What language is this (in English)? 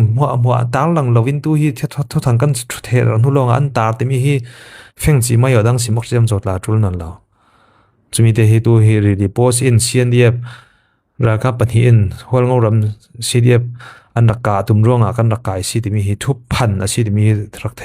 Falam Chin